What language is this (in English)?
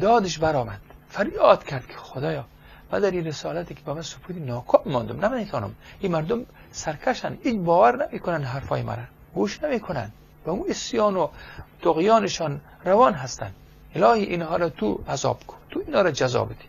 Persian